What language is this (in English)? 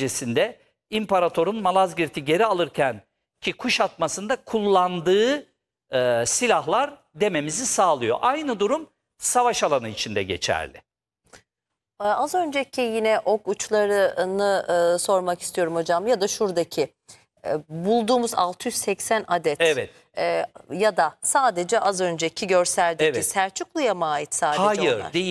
Turkish